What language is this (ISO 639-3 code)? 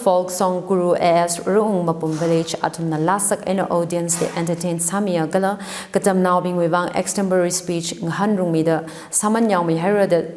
nmf